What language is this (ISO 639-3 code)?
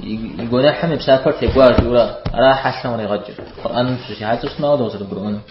kbd